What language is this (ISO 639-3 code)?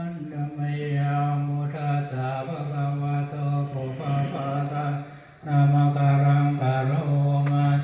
pli